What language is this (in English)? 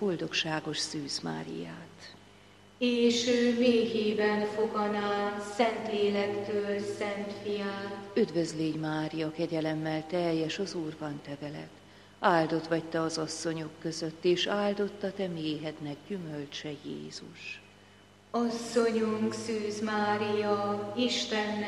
Hungarian